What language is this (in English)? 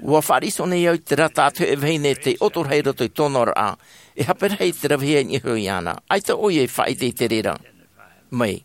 Tahitian